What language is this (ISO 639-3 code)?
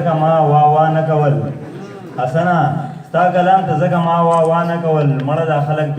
pus